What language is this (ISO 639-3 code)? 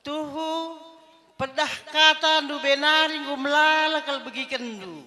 btx